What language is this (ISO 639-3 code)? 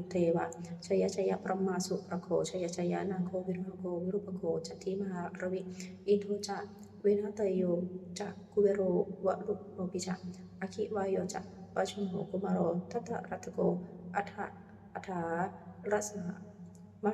pli